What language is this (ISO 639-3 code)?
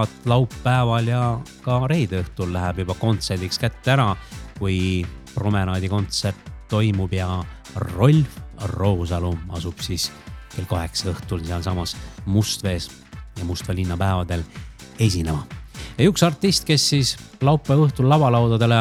est